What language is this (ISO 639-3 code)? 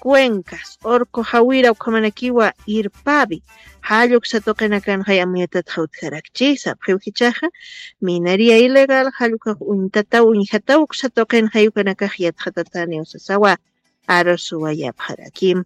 aym